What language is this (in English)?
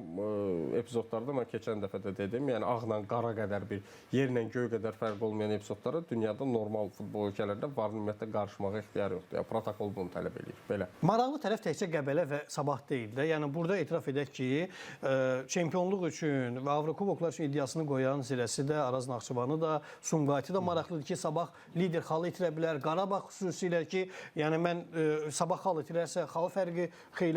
Azerbaijani